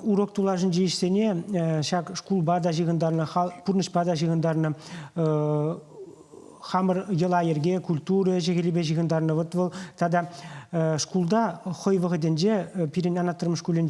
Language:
Chuvash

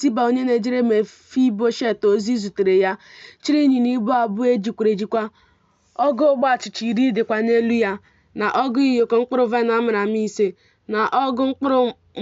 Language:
Igbo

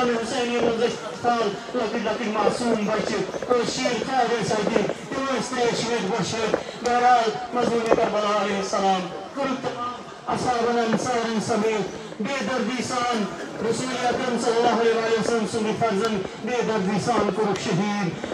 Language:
Kashmiri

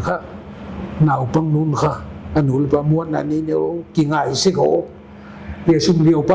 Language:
Paite Chin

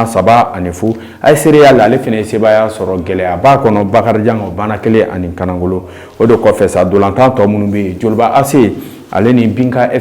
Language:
Bambara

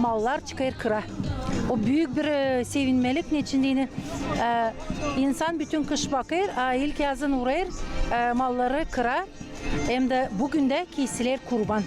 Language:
Gagauz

